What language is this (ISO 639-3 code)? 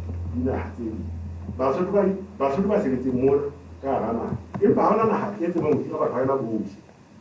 sot